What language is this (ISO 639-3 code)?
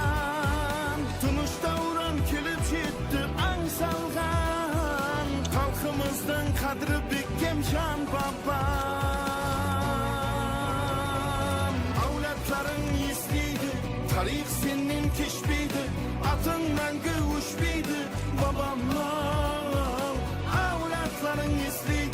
kaa